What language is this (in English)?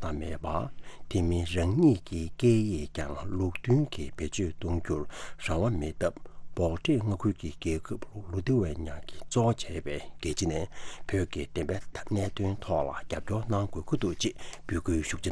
Tibetan